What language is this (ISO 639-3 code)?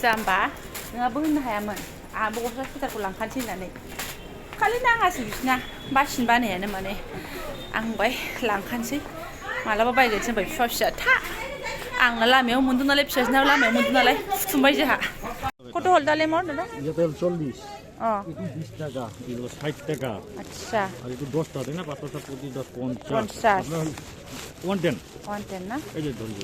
brx